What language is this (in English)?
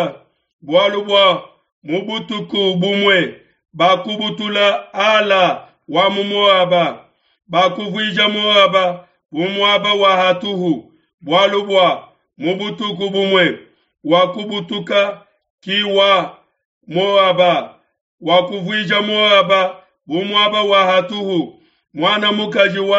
Luba-Lulua